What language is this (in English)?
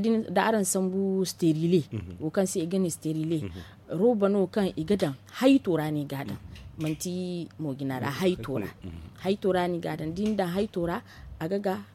Zarma